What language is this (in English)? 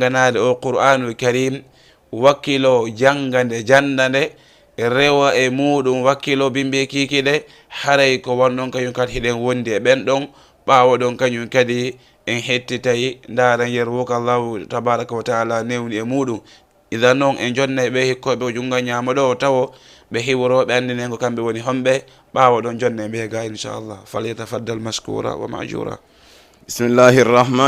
Fula